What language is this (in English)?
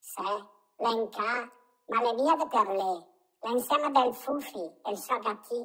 Lombard